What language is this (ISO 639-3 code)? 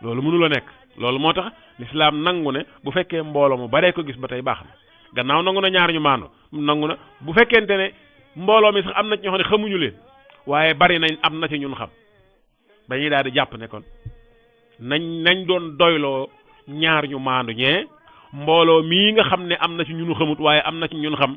wol